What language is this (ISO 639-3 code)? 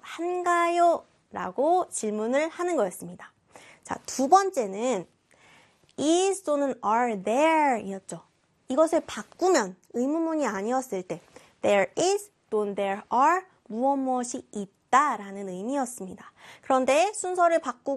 kor